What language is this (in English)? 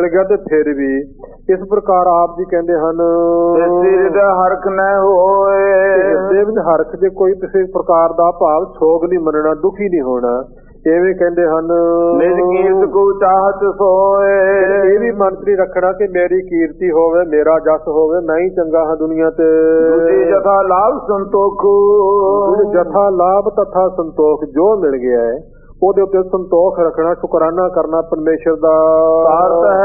Punjabi